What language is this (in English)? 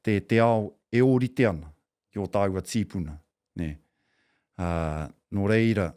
Māori